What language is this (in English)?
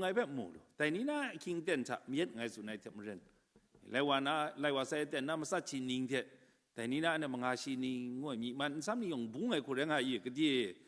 Kachin